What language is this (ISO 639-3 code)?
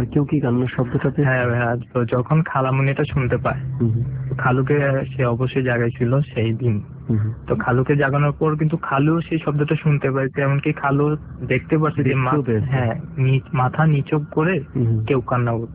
ben